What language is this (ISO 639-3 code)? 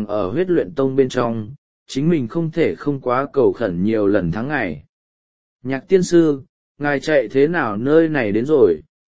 vie